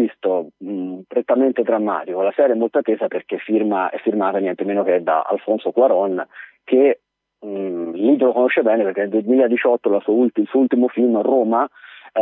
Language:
Italian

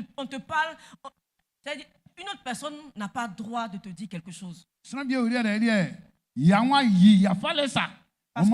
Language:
Baoulé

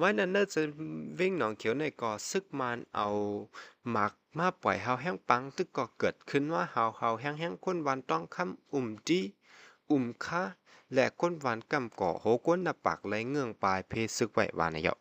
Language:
Shan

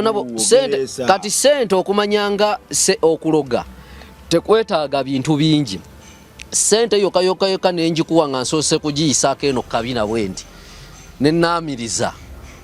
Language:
Ganda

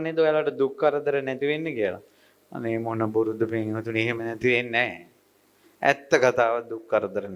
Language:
Sinhala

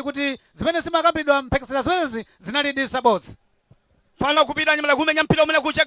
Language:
Nyanja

